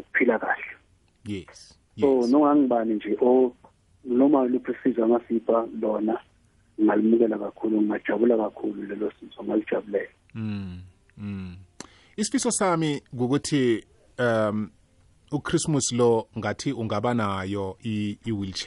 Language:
South Ndebele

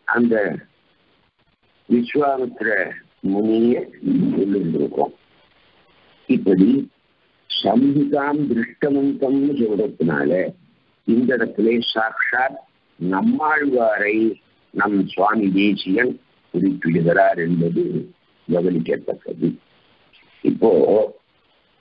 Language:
Tamil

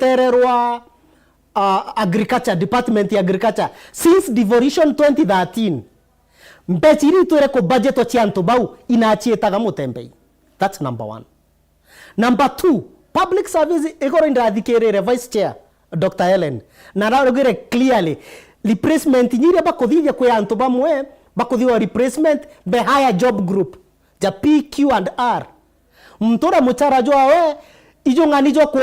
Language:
Meru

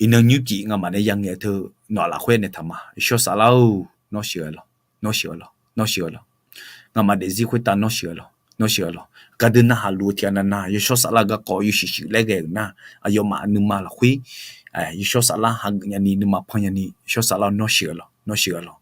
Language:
Akha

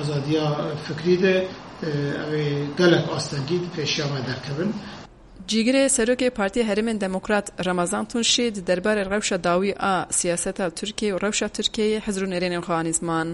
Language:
Kurdish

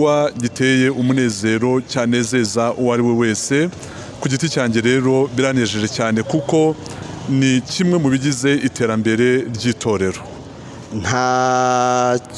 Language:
Kinyarwanda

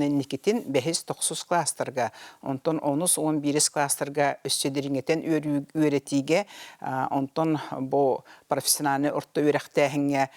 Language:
Yakut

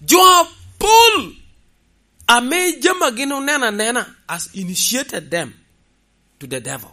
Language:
Lango (Uganda)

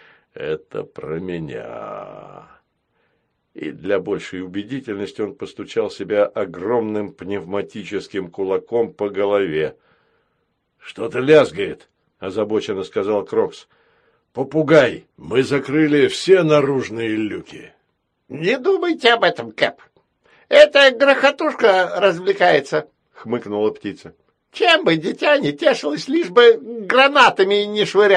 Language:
Russian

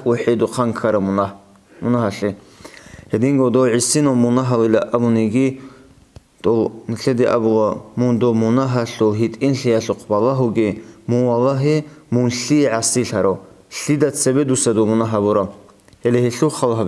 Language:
Avaric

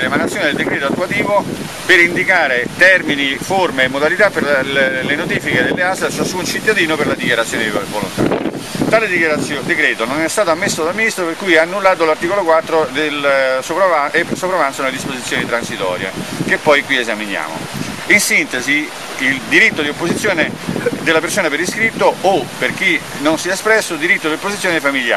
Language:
Italian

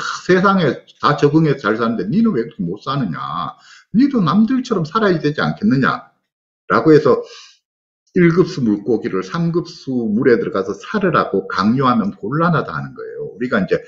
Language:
Korean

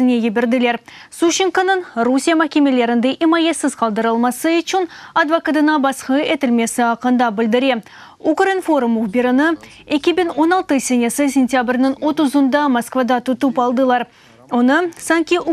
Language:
Crimean Tatar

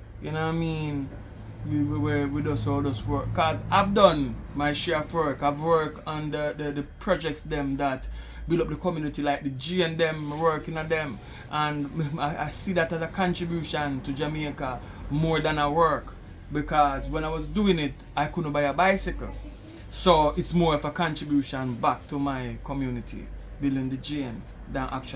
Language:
Jamaican Creole English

